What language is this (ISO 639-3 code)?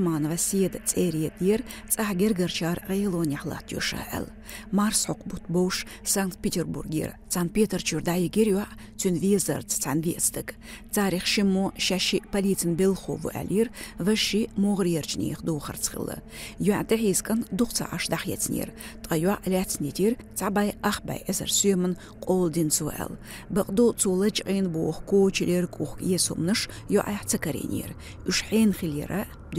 che